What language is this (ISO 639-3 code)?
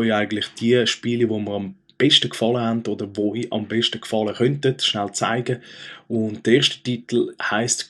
gsw